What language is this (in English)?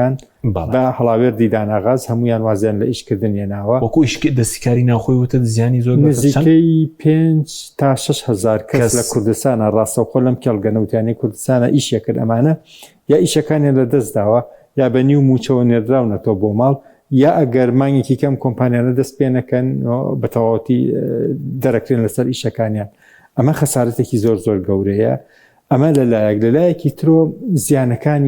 Central Kurdish